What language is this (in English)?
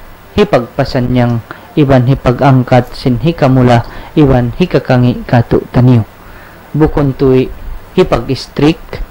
Tausug